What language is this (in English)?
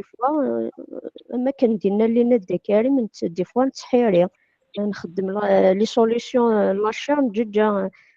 Kabyle